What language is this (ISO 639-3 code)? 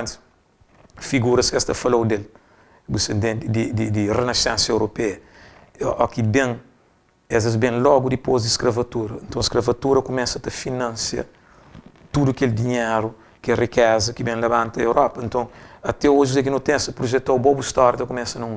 kea